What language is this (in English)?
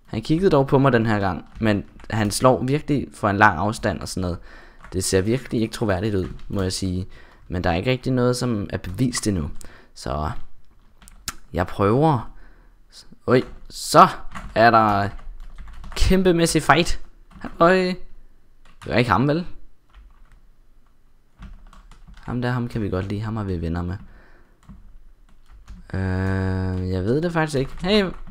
Danish